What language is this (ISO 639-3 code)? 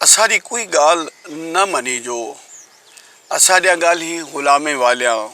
skr